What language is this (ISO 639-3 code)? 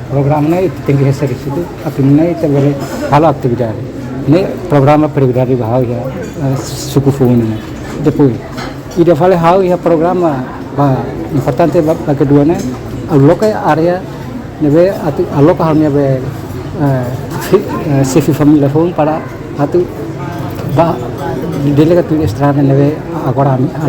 tet